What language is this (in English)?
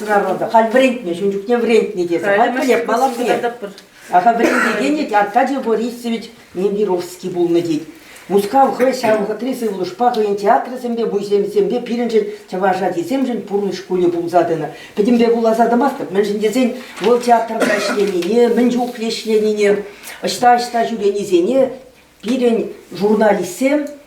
Chuvash